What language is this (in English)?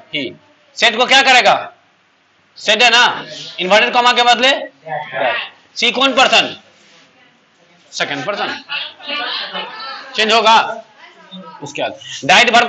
Hindi